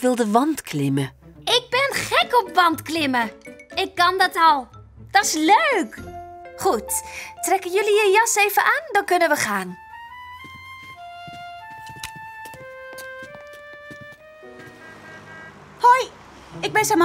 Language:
Dutch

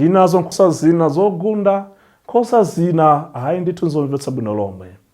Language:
Nyanja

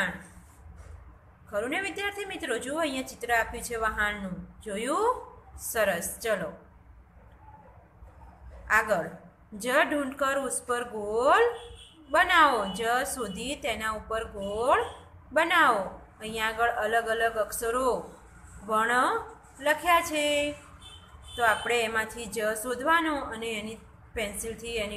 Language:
Gujarati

